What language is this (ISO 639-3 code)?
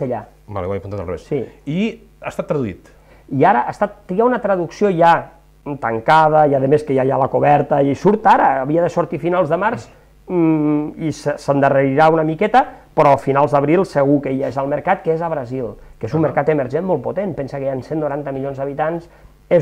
cat